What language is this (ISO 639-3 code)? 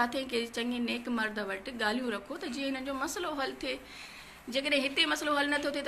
snd